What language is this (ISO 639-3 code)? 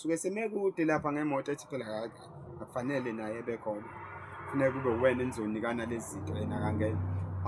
zul